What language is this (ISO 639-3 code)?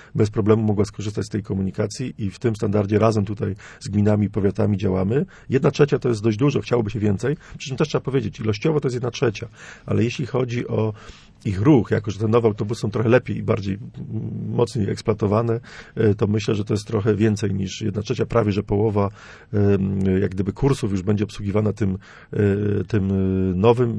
pol